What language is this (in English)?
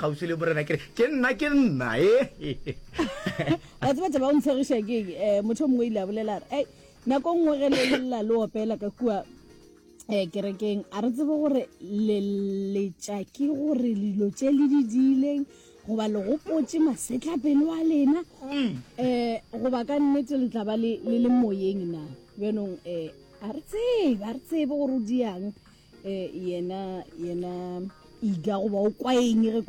Northern Sotho